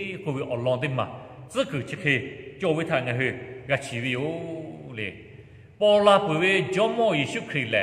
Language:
Lahu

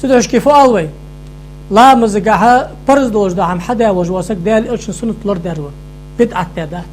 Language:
Ingush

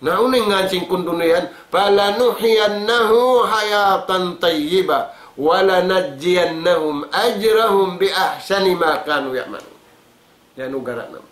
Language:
Tausug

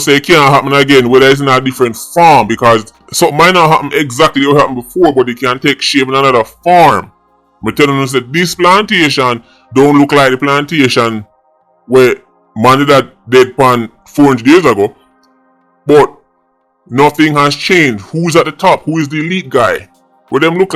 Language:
Jamaican Creole English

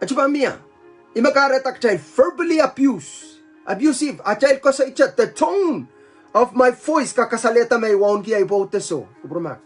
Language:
Pohnpeian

